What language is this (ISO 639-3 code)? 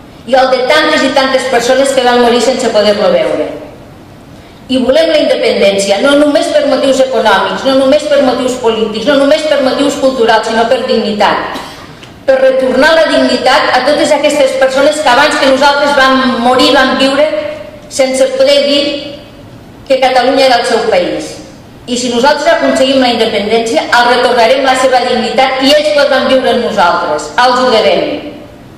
cat